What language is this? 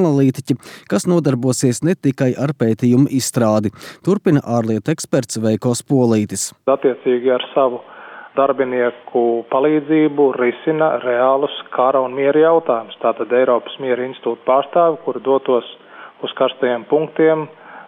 Latvian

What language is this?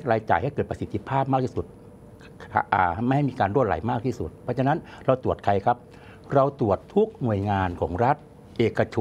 Thai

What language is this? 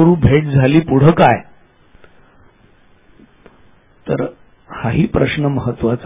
Marathi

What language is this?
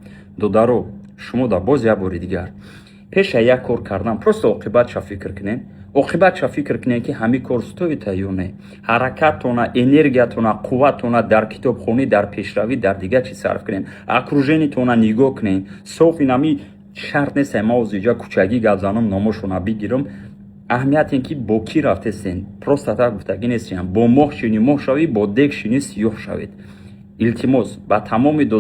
Tajik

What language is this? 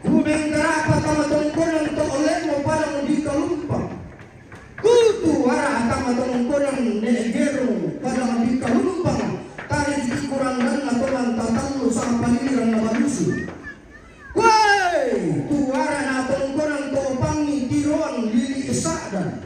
Toraja-Sa'dan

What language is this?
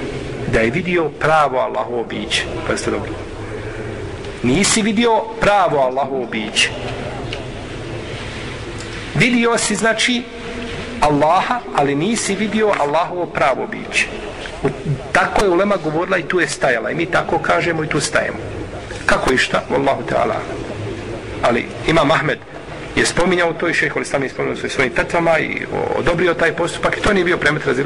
Bosnian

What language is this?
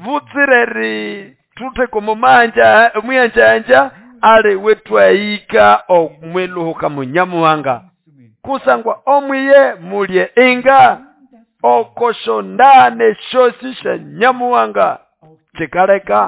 Nande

